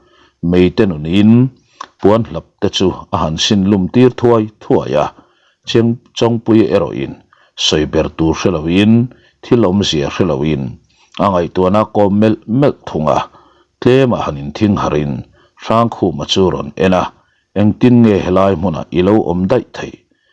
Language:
Mizo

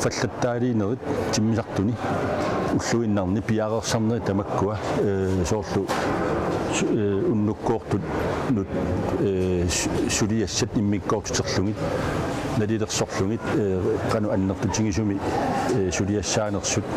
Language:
Kalaallisut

